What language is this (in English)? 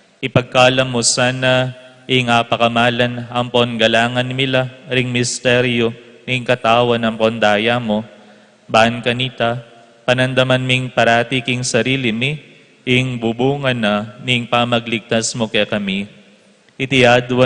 Pampanga